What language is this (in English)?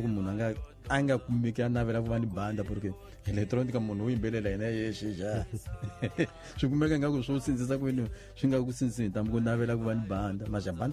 Tsonga